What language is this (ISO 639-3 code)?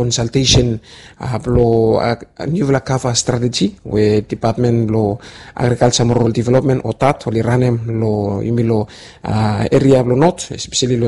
bis